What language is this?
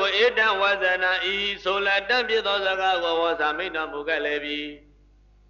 Burmese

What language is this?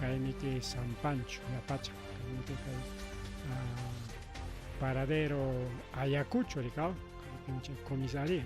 Ayacucho Quechua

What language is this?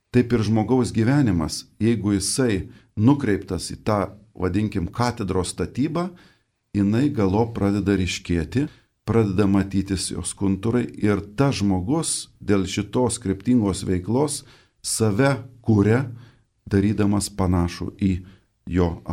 Lithuanian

